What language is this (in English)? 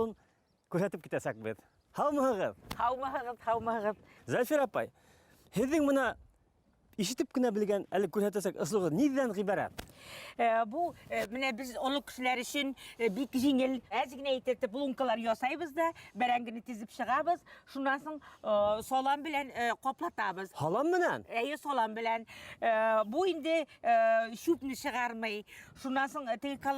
Bashkir